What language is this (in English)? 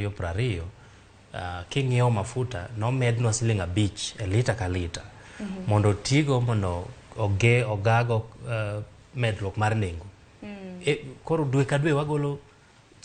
Luo (Kenya and Tanzania)